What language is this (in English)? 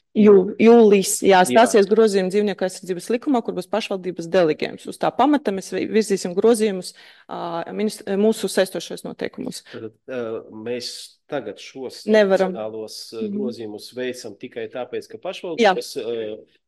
Latvian